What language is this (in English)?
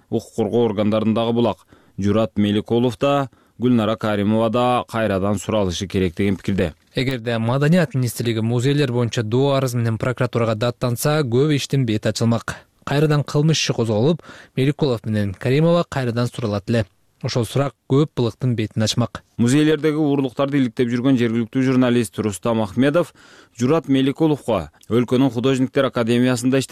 Kyrgyz